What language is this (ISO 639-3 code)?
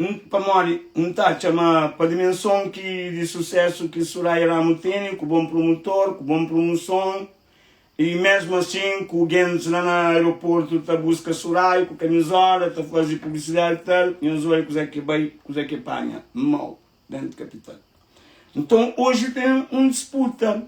kea